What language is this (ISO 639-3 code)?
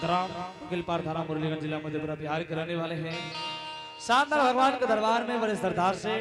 anp